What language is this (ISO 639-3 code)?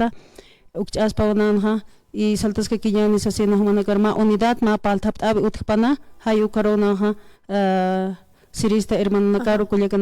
aym